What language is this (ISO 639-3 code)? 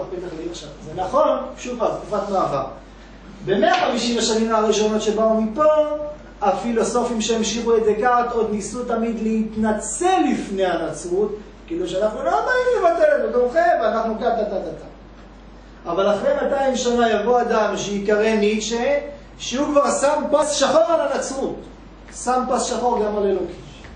heb